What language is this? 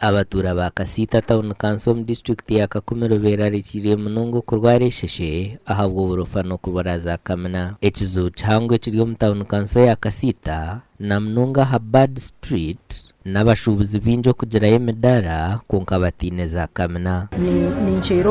Nyankole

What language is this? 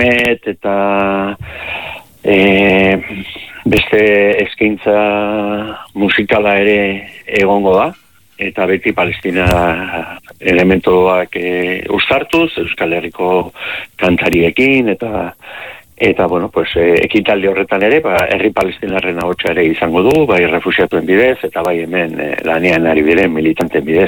Basque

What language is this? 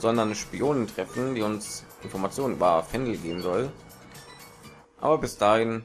German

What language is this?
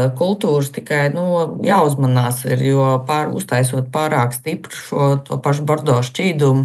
Latvian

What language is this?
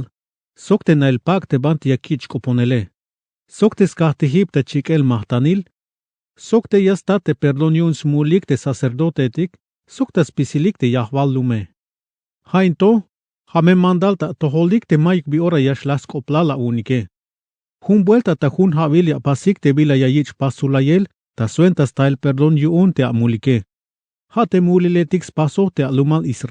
Tzeltal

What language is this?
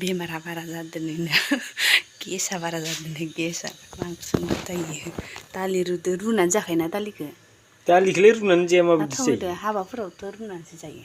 Bodo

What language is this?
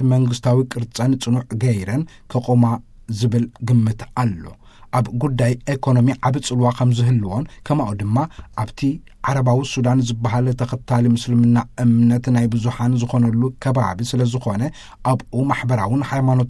Tigrinya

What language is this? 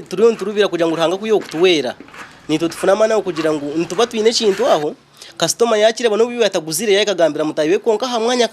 Nyankole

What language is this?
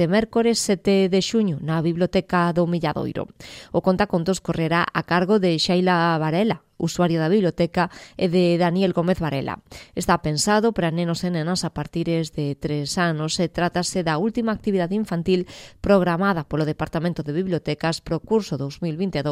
Galician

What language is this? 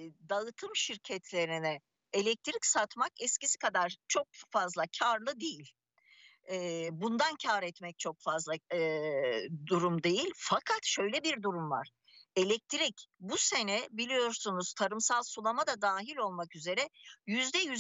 Turkish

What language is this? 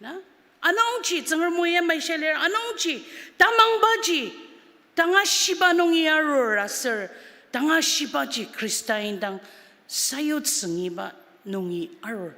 Ao Naga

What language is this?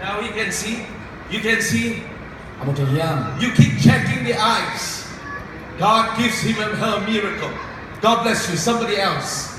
Tedim Chin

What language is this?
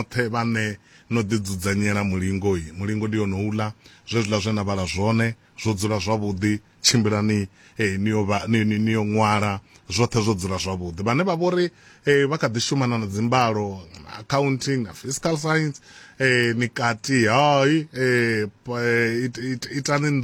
Venda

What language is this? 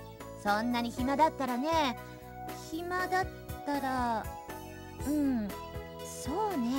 Japanese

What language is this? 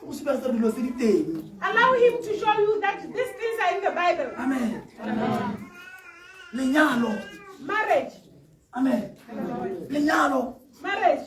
Tswana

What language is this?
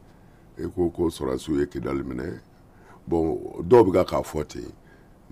Bambara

